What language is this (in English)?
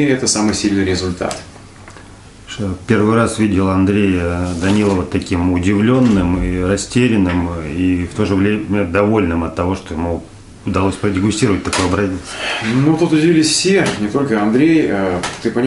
Russian